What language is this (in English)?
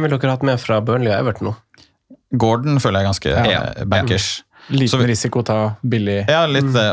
Norwegian